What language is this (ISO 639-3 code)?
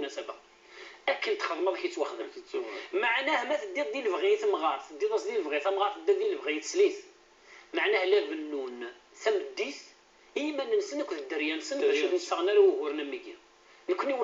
kab